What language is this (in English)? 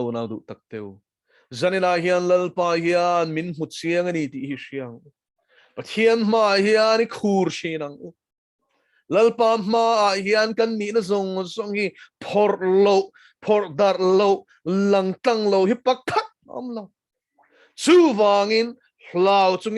Mizo